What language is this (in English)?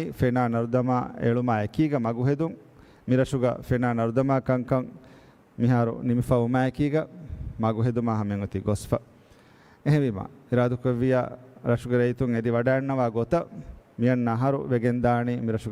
Divehi